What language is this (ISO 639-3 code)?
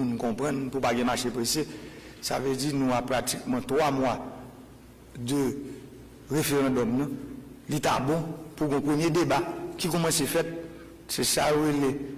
hat